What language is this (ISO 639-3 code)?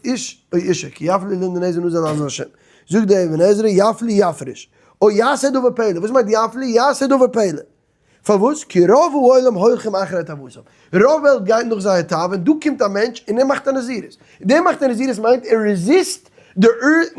yid